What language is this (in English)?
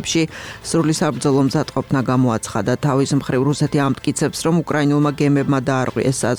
Georgian